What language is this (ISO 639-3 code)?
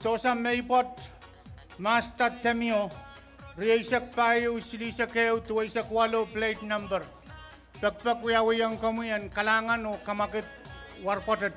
pon